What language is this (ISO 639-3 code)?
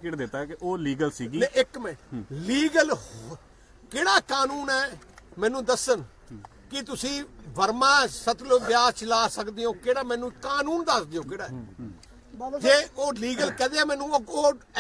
pan